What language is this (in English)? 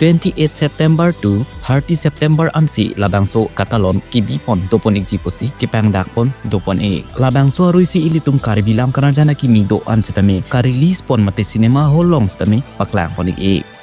Karbi